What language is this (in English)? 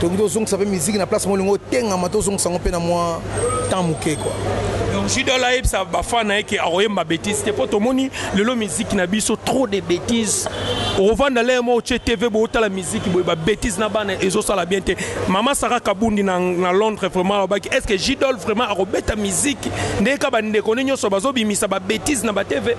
Lingala